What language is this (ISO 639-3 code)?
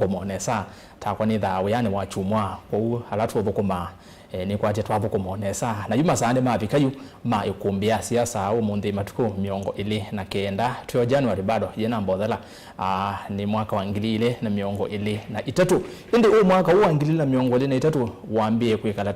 kam